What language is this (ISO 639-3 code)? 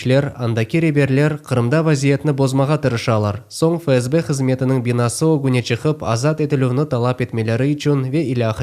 crh